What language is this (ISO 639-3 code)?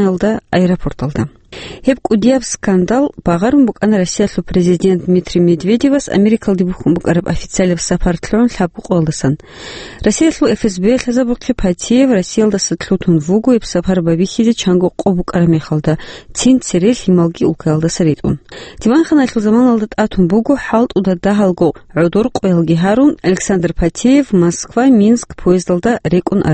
ava